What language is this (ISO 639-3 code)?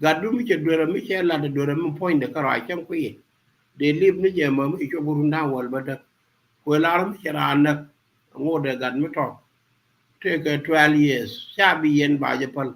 nus